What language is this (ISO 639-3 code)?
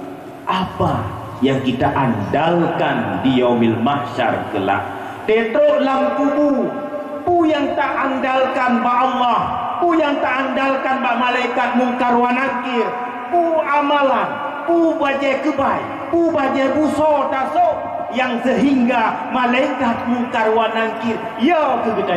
ace